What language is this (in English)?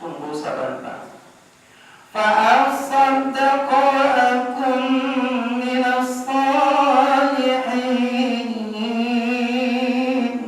Minangkabau